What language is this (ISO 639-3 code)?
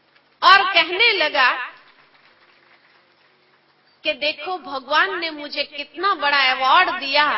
hin